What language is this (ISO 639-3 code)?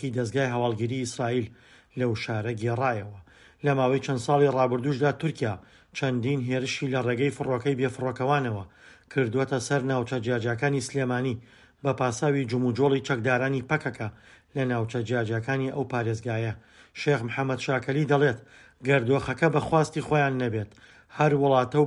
ckb